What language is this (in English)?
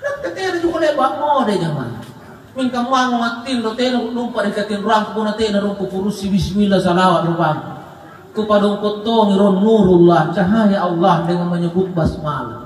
Makasar